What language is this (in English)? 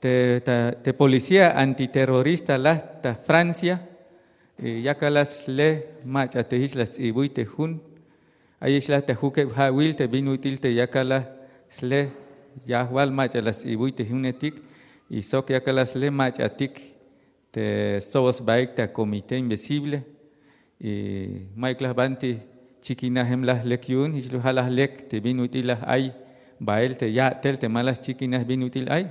Tzeltal